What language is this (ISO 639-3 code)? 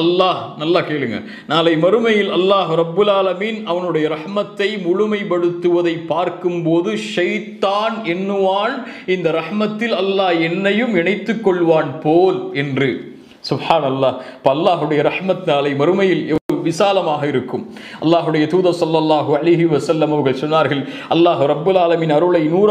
tam